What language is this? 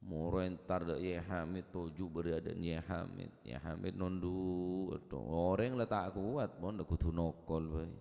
Madurese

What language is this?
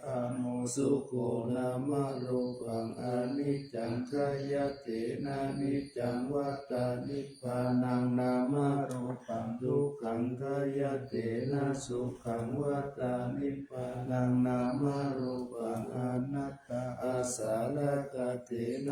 Pali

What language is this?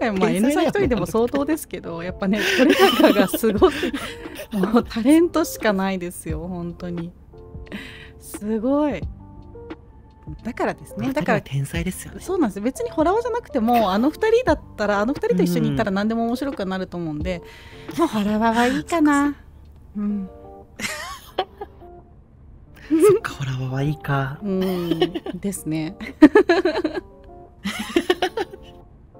Japanese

